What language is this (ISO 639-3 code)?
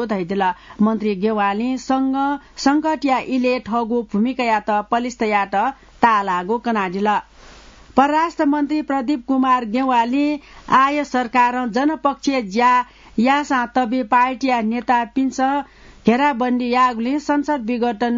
new